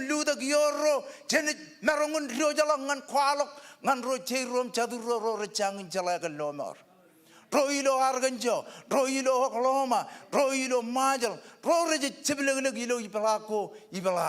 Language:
Marshallese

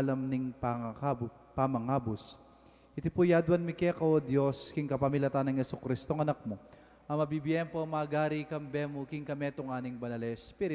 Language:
Pampanga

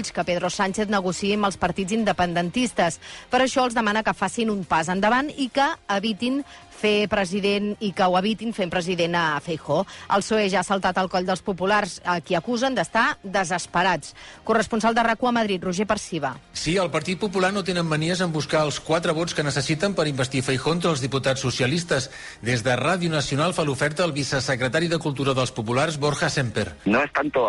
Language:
Catalan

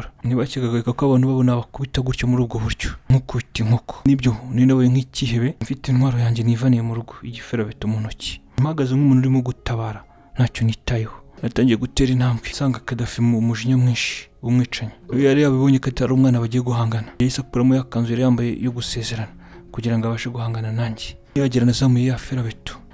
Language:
Kinyarwanda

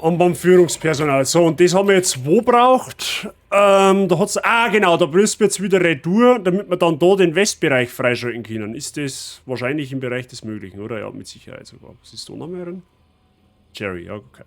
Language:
Bavarian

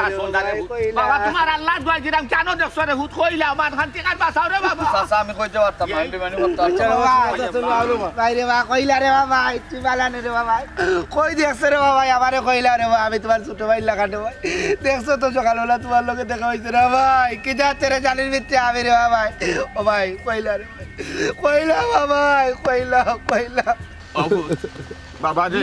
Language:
Sylheti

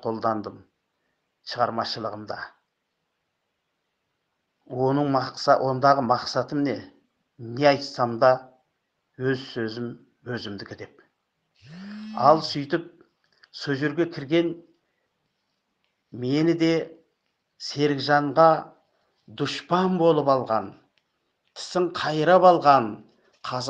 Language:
Kazakh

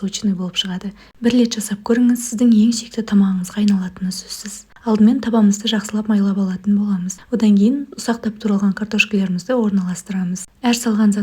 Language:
Kazakh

